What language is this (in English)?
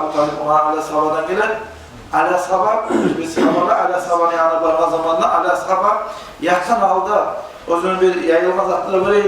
Kumyk